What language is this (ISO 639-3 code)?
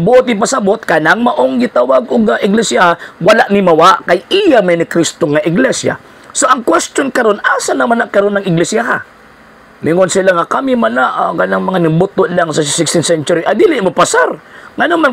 ceb